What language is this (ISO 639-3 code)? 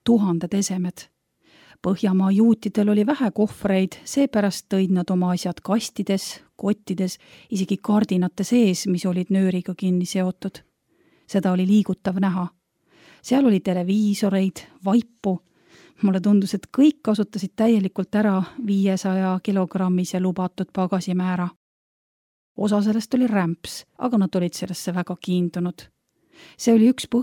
est